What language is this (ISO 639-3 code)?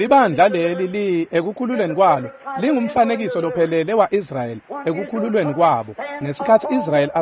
ssw